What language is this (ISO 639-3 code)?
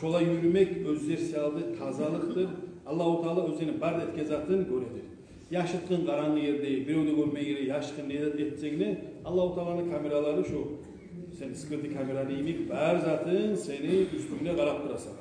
kum